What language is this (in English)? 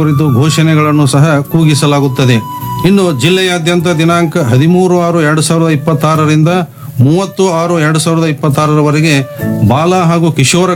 Kannada